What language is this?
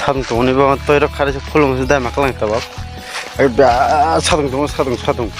Kok Borok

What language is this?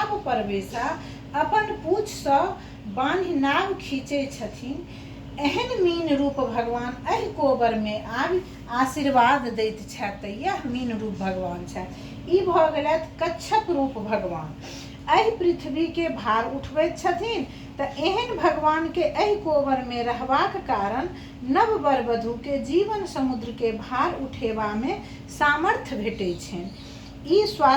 Maithili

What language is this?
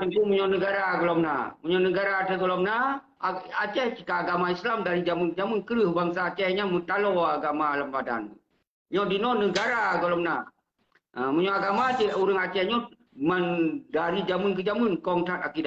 Achinese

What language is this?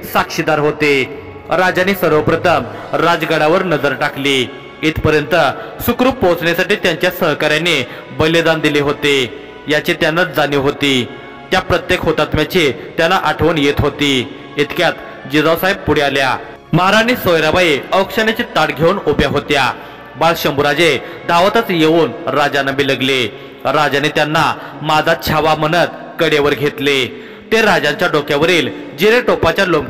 Marathi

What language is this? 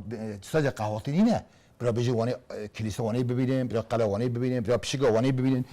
Kurdish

